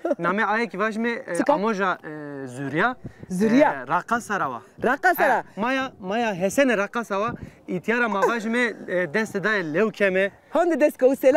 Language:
Zaza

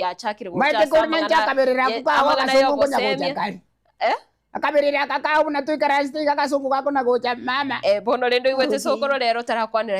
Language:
Gusii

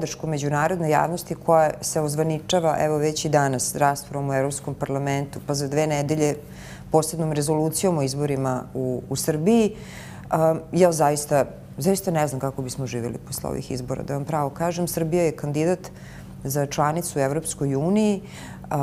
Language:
Serbian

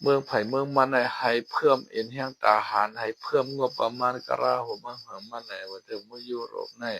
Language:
Shan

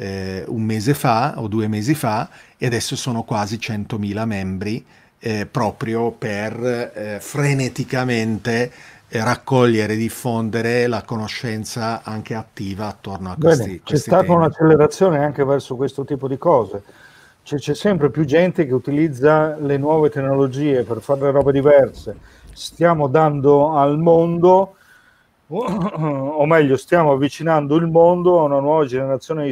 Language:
Italian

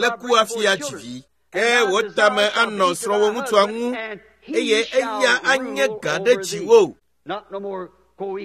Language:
Ewe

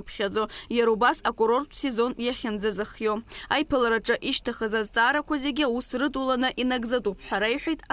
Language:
Abkhazian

